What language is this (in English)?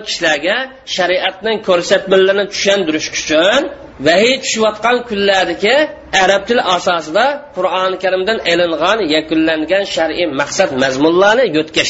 Uyghur